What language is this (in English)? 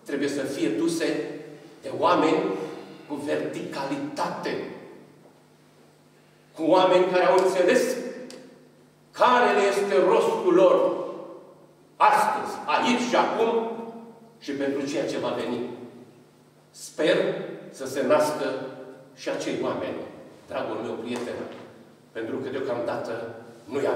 Romanian